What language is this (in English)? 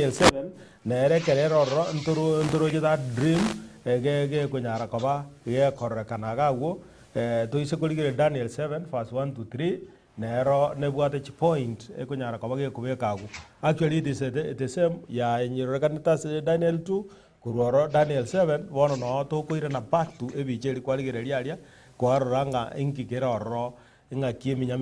Gusii